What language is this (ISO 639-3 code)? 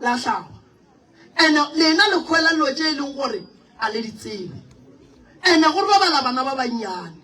nso